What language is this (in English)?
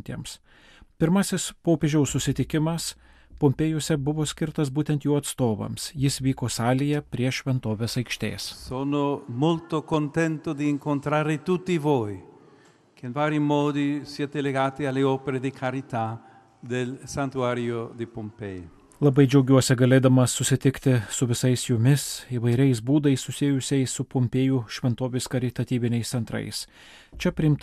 Lithuanian